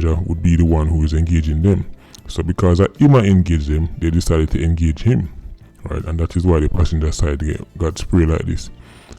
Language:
Jamaican Creole English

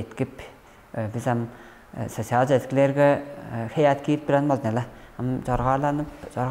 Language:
Tuvinian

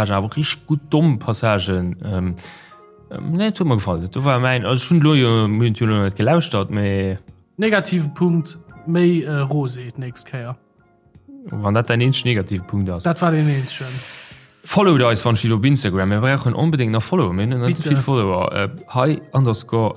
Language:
Luxembourgish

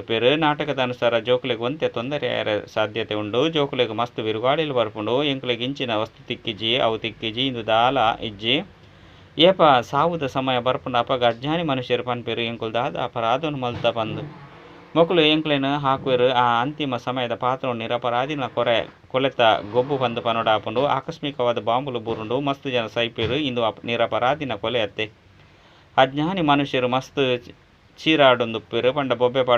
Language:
Tulu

